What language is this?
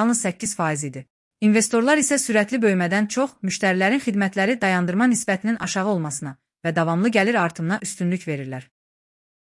Azerbaijani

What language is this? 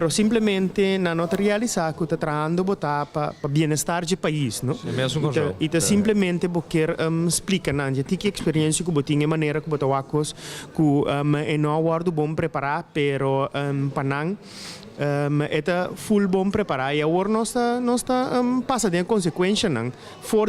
Papiamento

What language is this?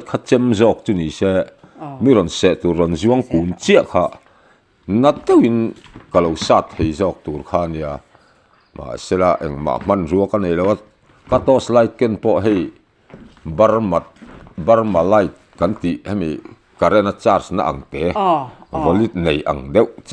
Mizo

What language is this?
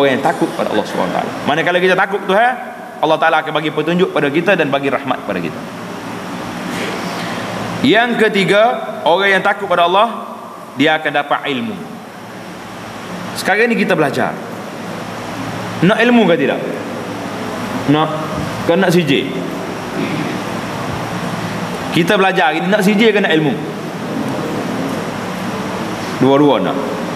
Malay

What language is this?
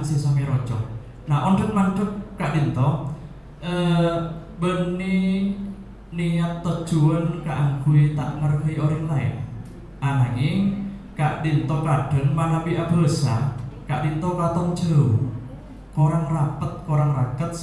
Madurese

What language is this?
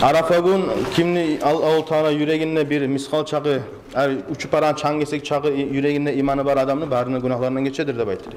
Kumyk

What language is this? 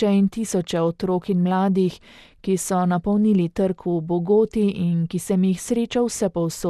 Slovenian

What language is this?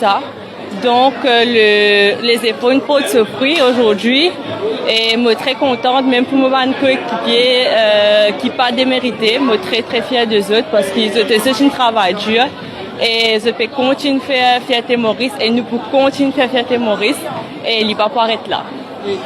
Morisyen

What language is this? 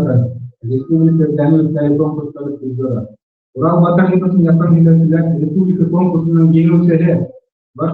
Bashkir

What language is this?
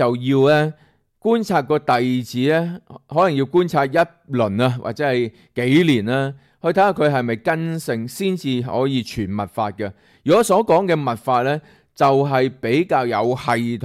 Cantonese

